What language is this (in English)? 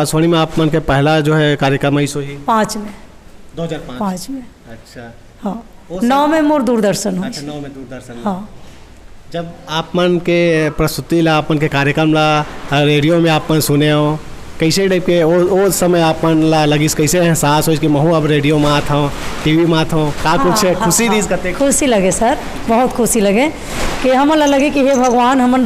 Chhattisgarhi